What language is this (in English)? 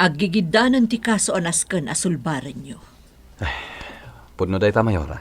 Iloko